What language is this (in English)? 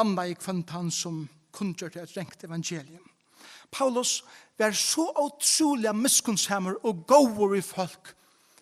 Faroese